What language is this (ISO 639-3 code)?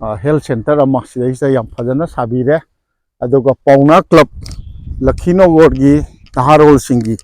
mni